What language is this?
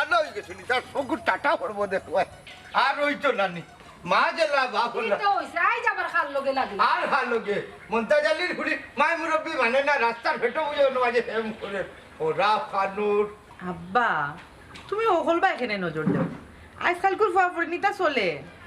Sylheti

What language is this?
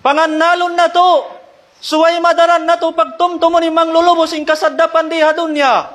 Tausug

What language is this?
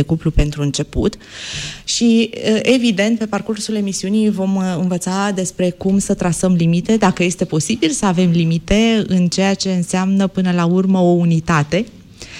Romanian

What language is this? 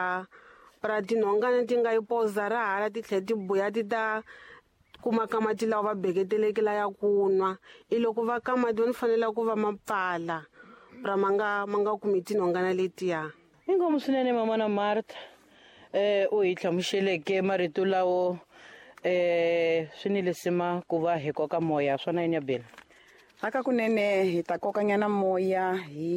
Tsonga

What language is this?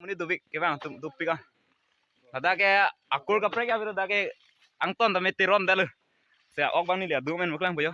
Karbi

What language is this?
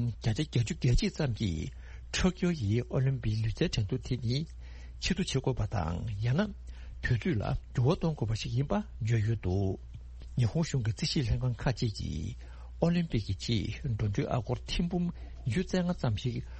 Tibetan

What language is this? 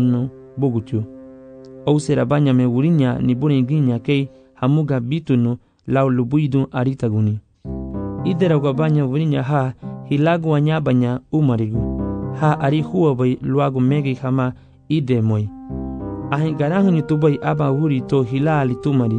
Garifuna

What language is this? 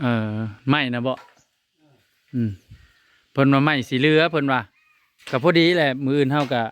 Northeastern Thai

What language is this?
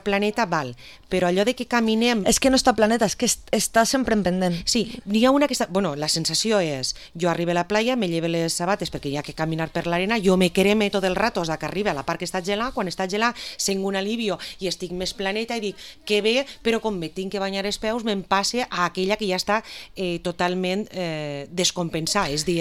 Catalan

